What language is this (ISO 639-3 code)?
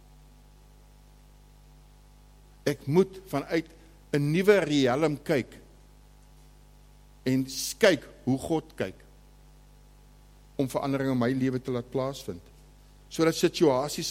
afr